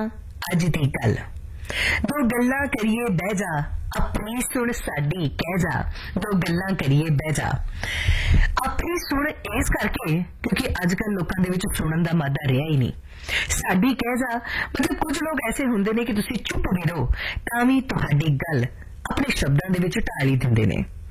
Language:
Punjabi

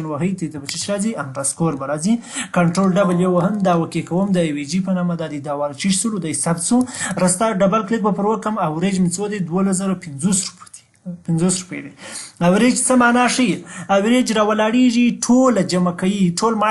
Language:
Pashto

